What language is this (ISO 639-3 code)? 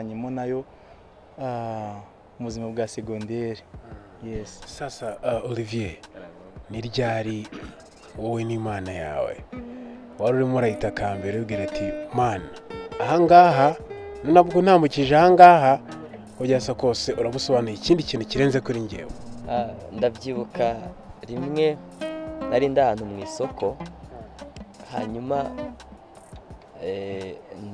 kin